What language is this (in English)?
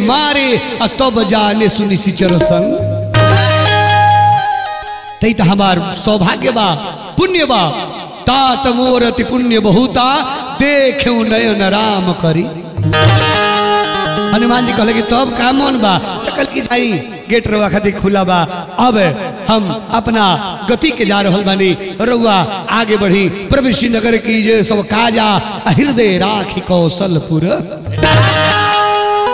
Bhojpuri